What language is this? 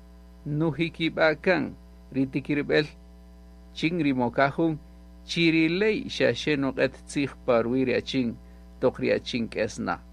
Kaqchikel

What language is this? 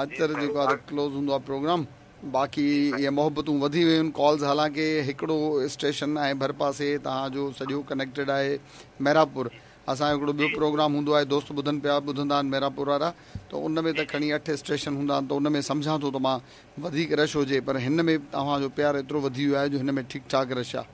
Sindhi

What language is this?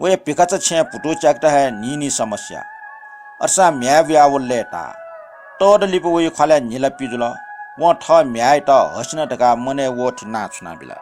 Newari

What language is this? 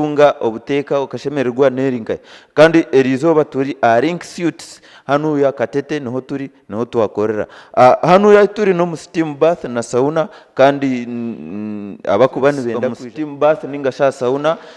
Nyankole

